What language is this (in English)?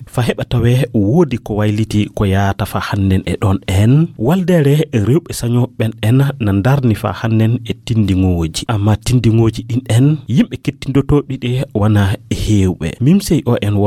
Fula